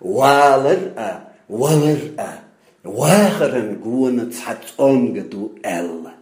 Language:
Chechen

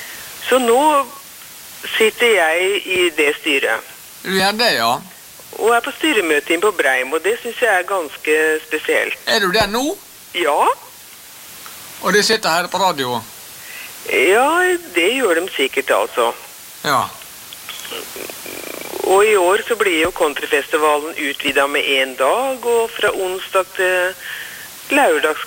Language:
Norwegian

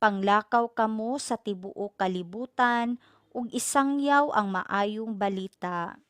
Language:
Cebuano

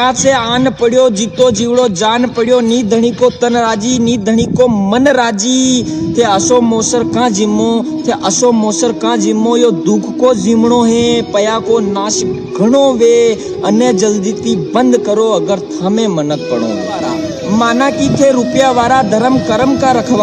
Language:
Rajasthani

